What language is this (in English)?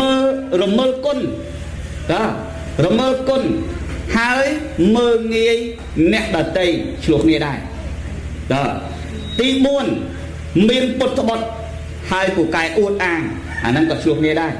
Khmer